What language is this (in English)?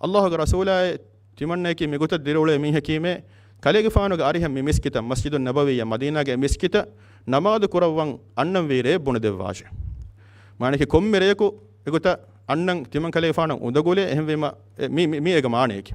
Divehi